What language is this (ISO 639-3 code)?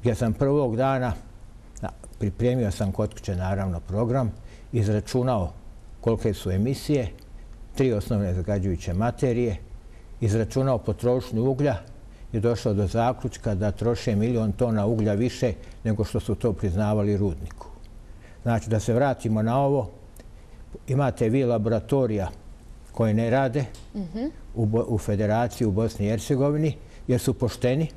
bos